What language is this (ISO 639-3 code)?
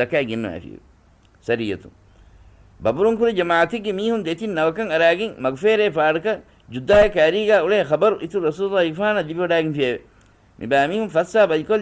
div